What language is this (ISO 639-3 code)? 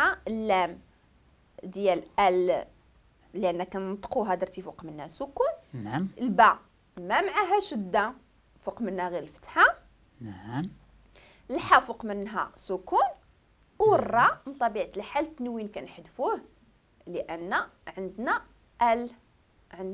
ary